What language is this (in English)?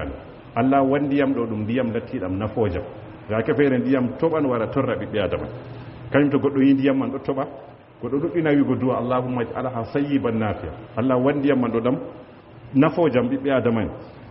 Fula